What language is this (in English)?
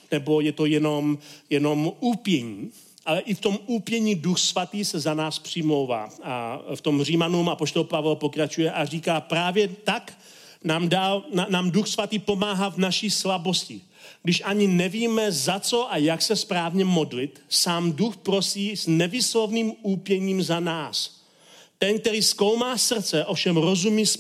Czech